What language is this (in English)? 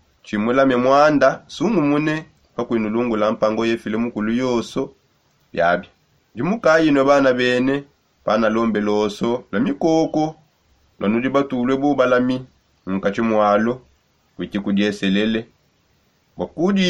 Songe